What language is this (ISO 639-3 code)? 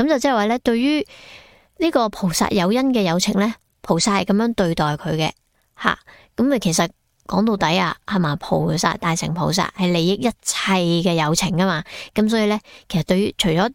yue